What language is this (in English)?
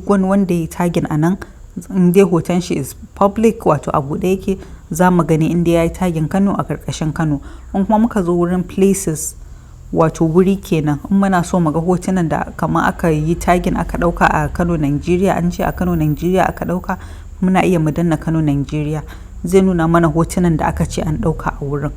Hausa